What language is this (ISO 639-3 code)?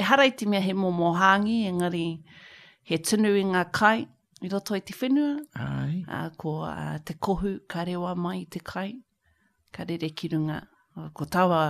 mri